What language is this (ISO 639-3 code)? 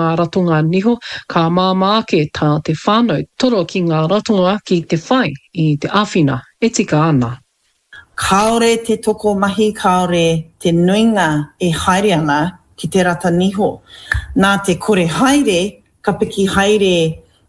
mri